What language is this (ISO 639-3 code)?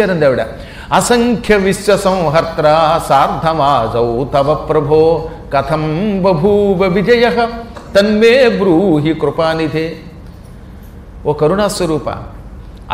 tel